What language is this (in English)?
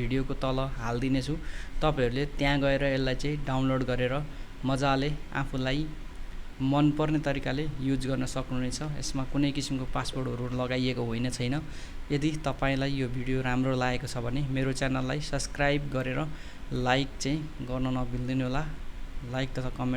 Nepali